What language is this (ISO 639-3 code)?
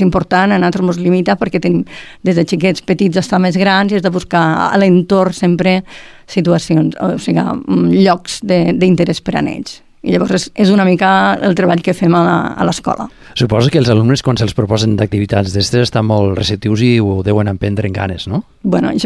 cat